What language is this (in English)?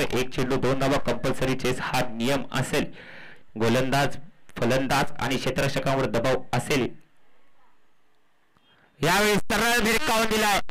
Marathi